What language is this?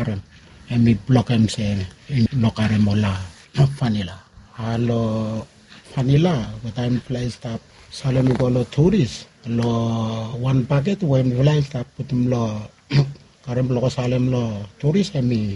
Bislama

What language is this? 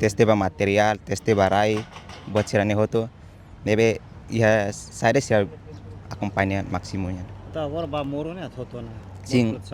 Tetum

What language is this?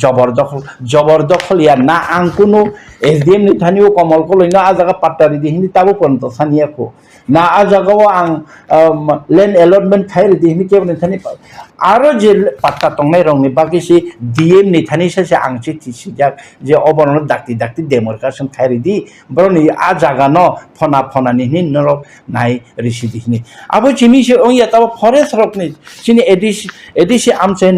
Kok Borok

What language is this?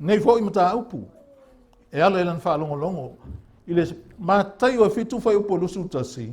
Samoan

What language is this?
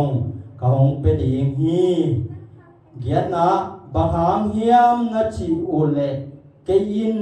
Tedim Chin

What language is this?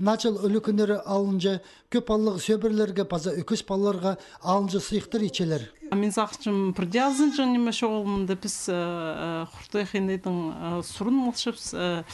Khakas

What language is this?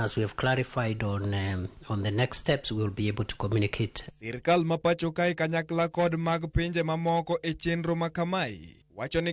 Luo (Kenya and Tanzania)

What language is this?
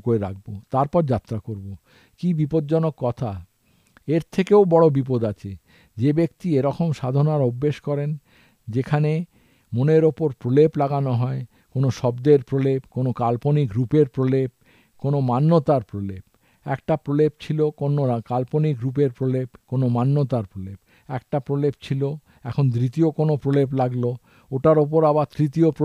Bangla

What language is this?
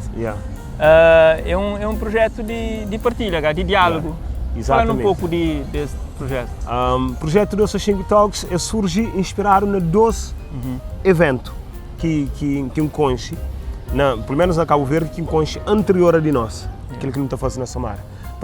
Kabuverdianu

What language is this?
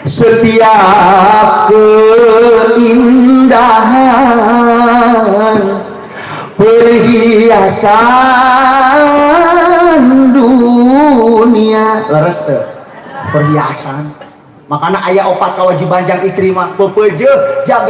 Sundanese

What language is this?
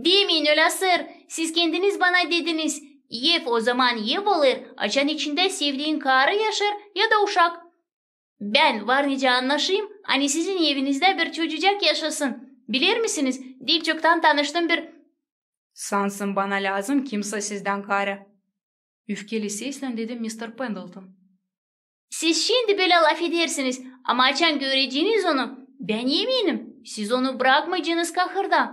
Gagauz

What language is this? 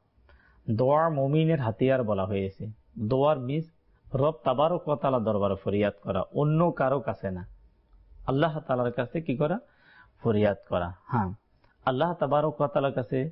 Bangla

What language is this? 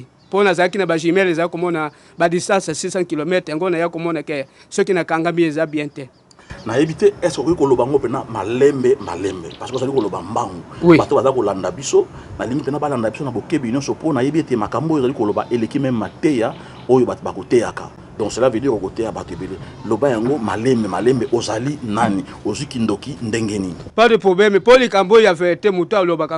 Lingala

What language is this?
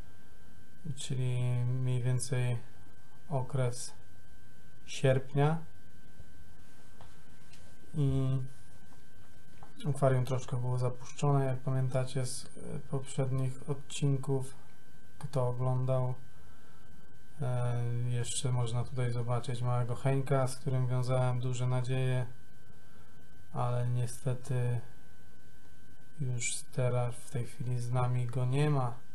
Polish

